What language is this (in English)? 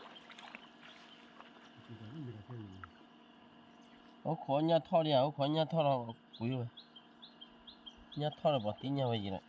S'gaw Karen